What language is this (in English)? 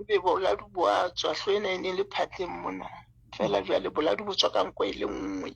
Southern Sotho